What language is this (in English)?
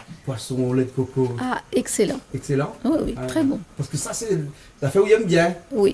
Réunion Creole French